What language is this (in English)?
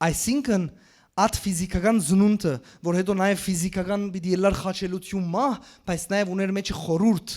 Western Armenian